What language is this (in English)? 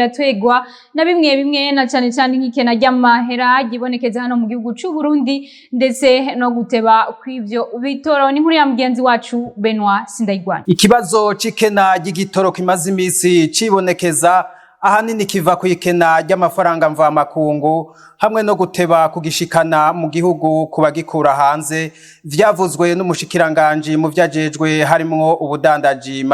Rundi